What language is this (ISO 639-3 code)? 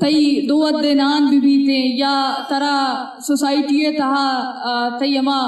bgp